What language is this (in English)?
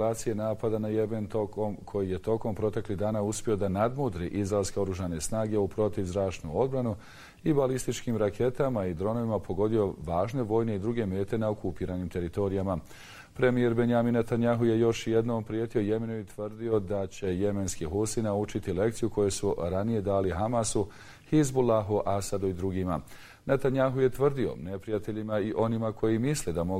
Bosnian